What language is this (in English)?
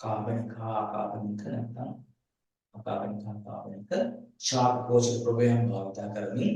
Sinhala